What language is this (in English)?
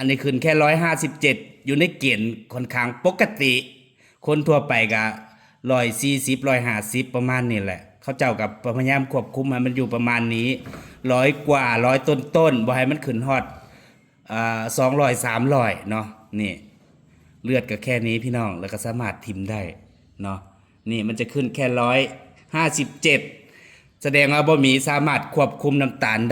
Northeastern Thai